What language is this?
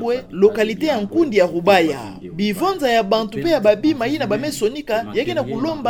Kituba (Democratic Republic of Congo)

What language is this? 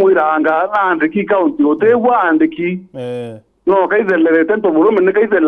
Meru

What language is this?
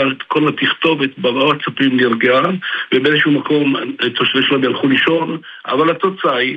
Hebrew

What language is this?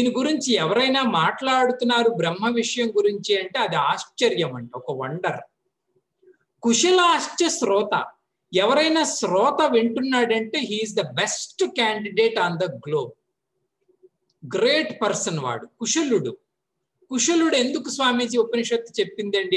Telugu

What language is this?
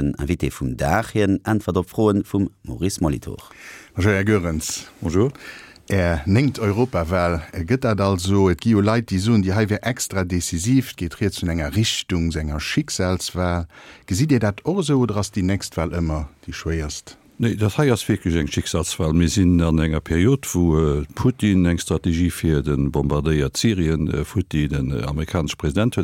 Luxembourgish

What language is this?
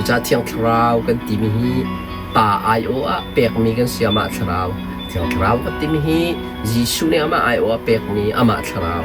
Hakha Chin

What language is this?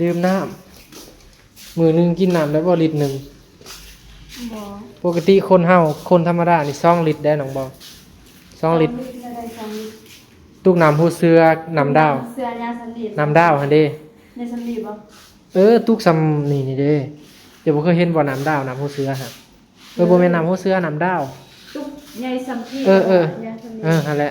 Northeastern Thai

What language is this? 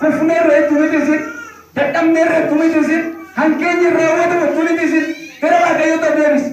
Oromo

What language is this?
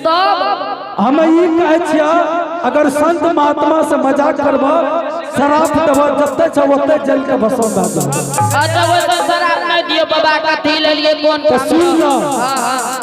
Angika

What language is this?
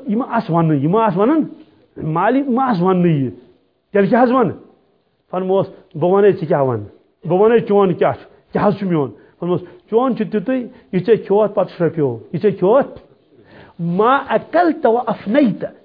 Kashmiri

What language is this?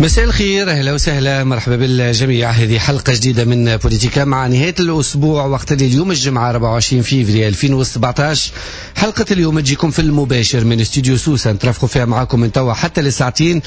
Tunisian Arabic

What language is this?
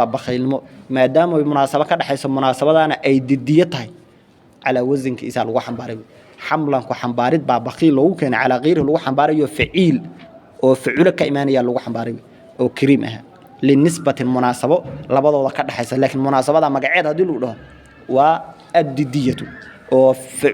Somali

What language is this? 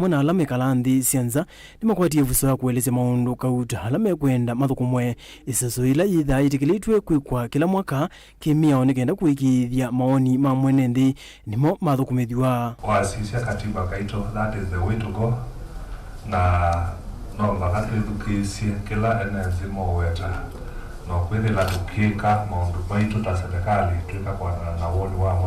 Kamba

